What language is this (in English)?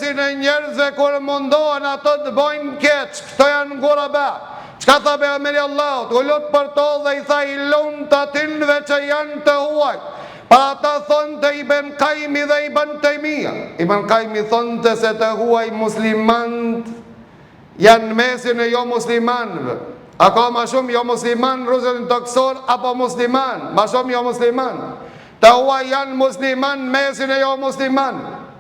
Albanian